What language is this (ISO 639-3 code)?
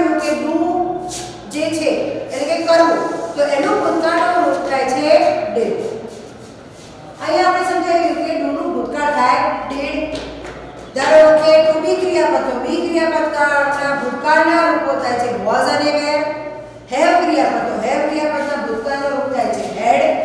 guj